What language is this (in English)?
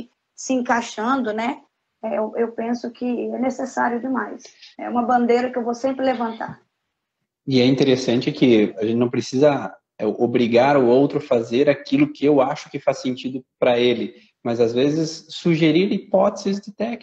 Portuguese